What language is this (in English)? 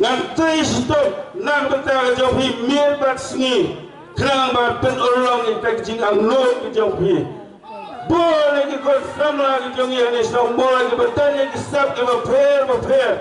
Khasi